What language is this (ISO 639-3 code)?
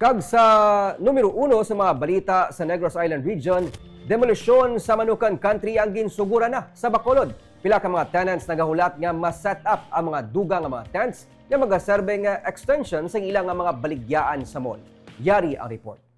hil